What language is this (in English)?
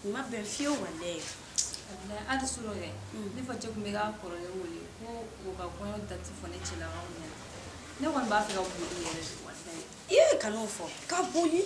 Bambara